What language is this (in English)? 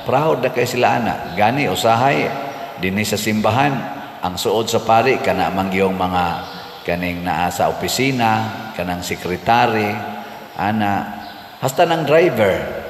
Cebuano